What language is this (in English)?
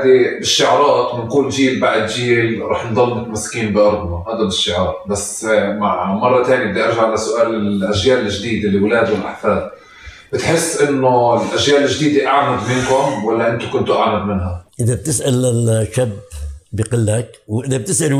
North Levantine Arabic